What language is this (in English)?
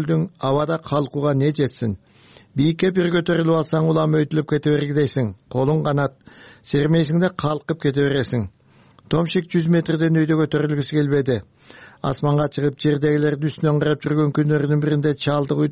Kyrgyz